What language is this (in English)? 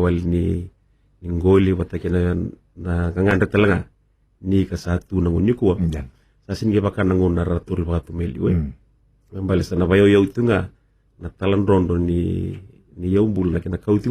Fijian